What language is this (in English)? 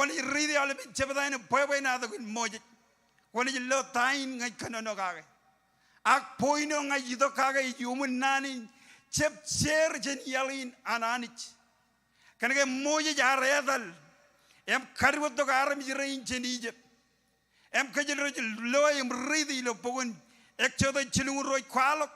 Marshallese